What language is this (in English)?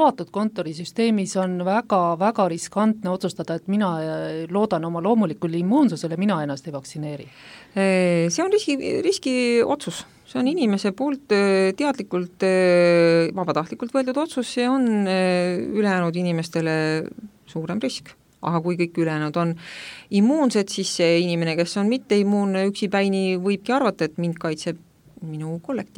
Estonian